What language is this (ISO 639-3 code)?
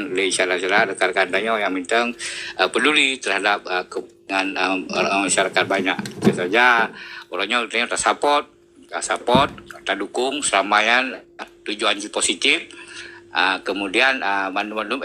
ace